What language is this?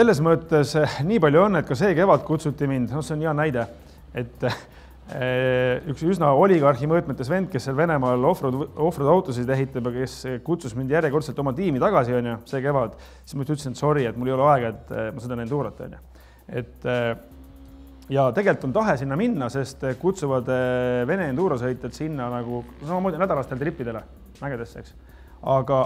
Estonian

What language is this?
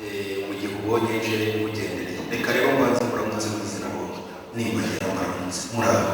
Kinyarwanda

